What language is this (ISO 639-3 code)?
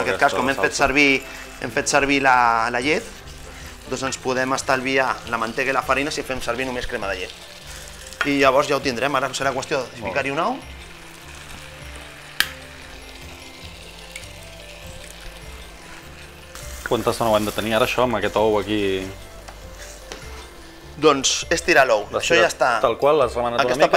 cat